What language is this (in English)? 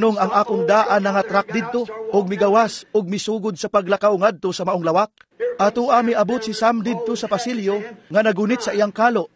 Cebuano